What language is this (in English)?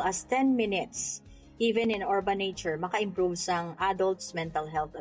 Hiligaynon